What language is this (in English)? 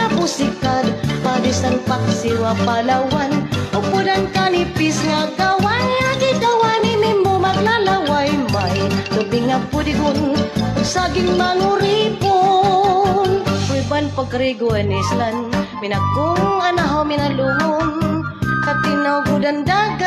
Waray